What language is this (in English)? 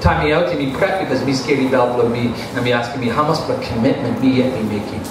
Tok Pisin